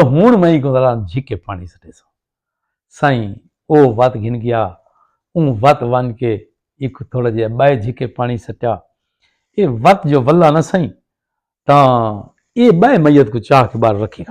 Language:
Saraiki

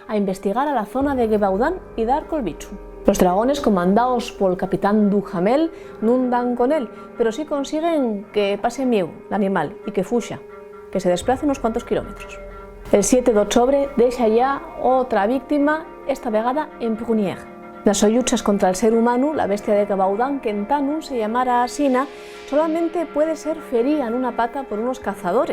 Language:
Asturian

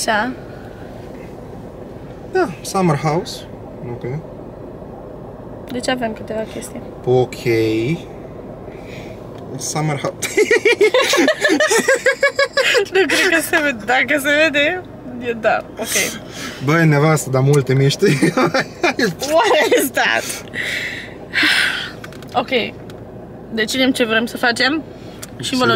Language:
Romanian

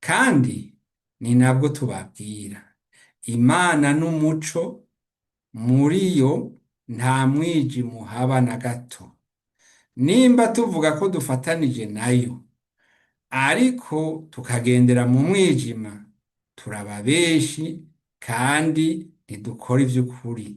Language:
Rundi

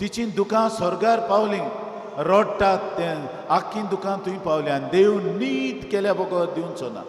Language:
Konkani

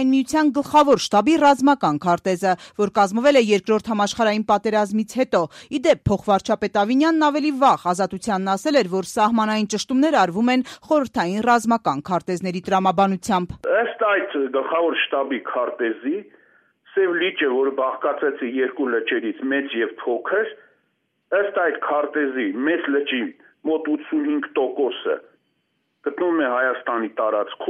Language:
Armenian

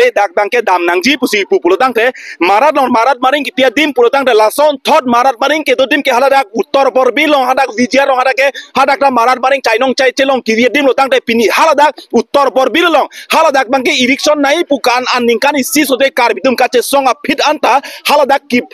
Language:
Karbi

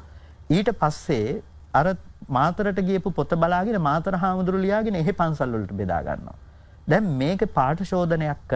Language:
Sinhala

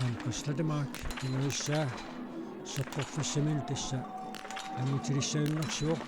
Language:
Kalaallisut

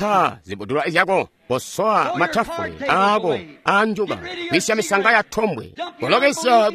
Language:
Tonga (Zambia)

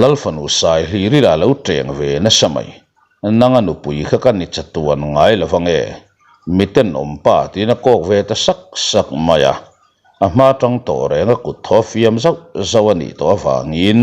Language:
Mizo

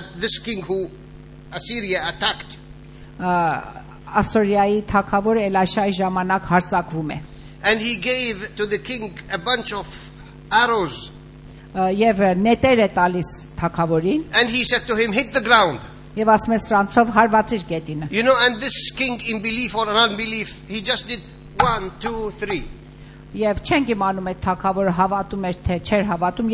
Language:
Armenian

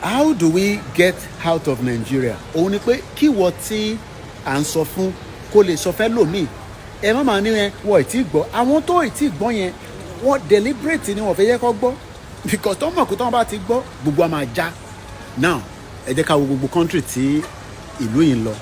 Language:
Yoruba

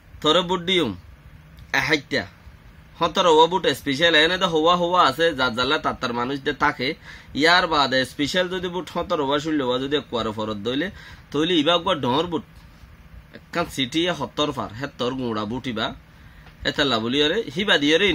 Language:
Rohingya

